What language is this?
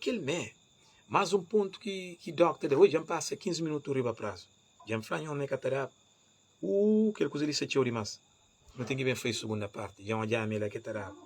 Kabuverdianu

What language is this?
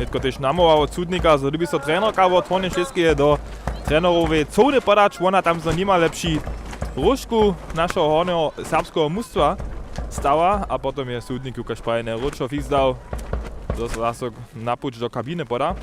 Upper Sorbian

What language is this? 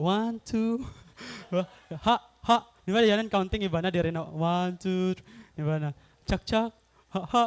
Waray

